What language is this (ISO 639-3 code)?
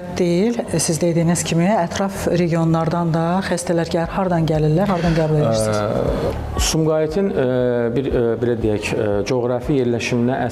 aze